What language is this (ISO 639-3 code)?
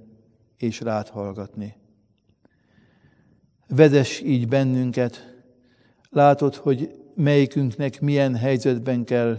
hun